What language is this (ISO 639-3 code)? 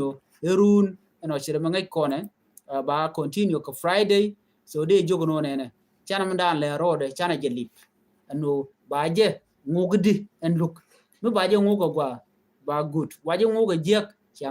nus